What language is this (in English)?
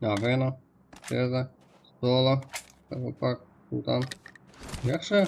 Kara-Kalpak